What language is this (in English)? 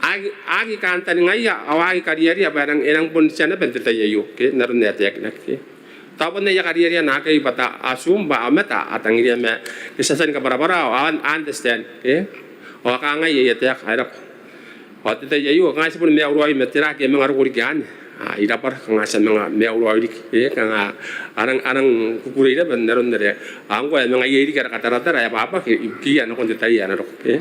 Gilbertese